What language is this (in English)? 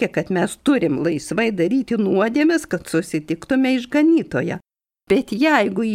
Lithuanian